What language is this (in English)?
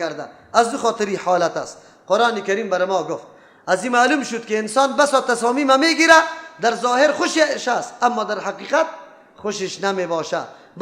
Persian